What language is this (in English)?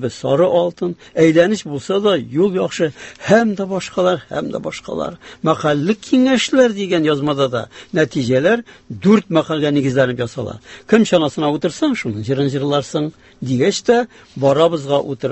Tatar